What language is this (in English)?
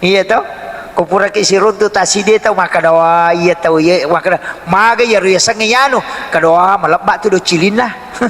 Buginese